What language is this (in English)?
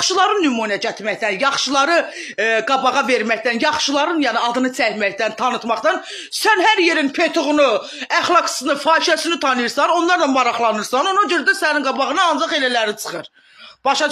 Azerbaijani